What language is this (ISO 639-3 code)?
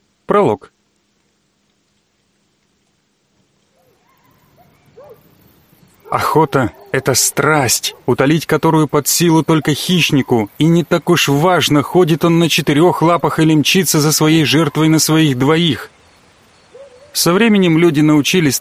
rus